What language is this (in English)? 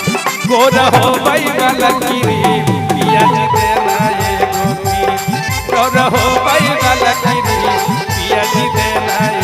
Magahi